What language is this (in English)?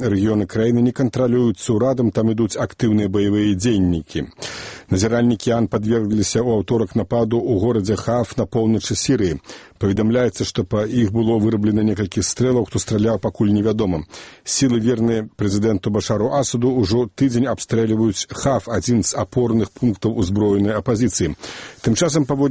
Belarusian